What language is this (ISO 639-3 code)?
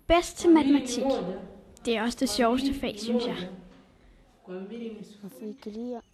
dan